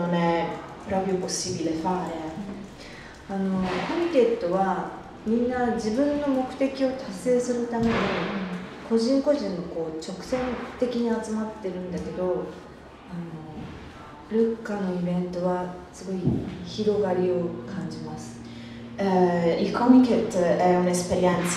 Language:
Italian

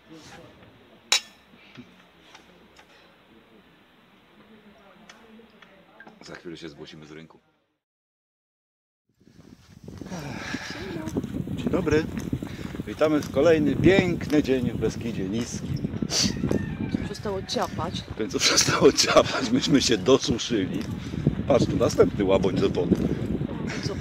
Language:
Polish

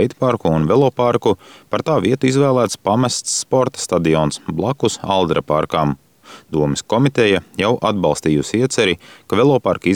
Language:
Latvian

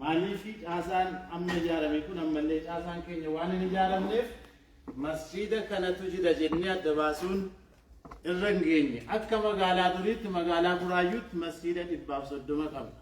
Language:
Oromo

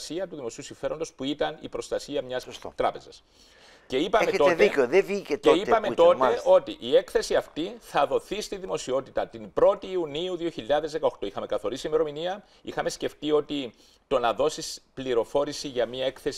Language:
Greek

